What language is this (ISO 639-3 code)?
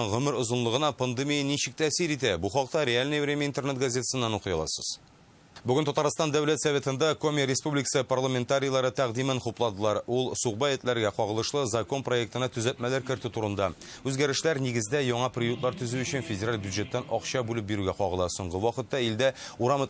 tat